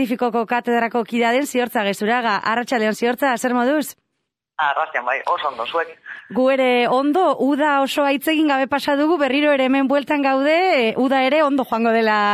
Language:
Basque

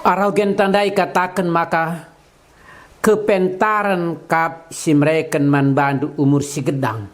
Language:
Batak Karo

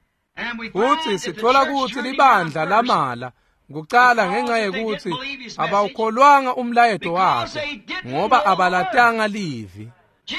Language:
Swati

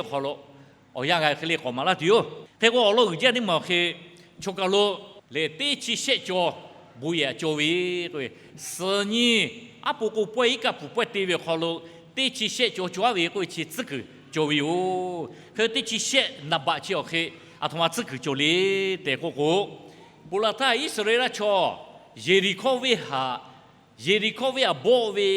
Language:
Lahu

